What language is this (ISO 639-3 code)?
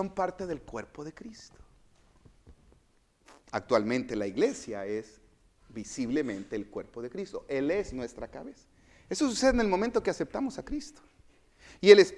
spa